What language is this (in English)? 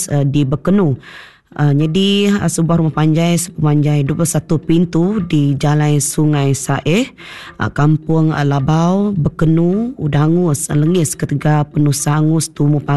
Iban